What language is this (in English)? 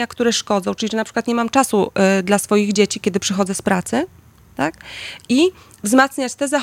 Polish